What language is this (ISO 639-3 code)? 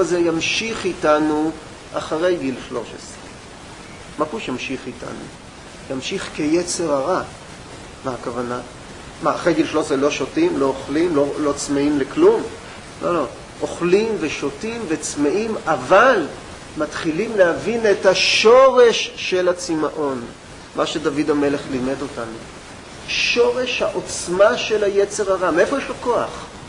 heb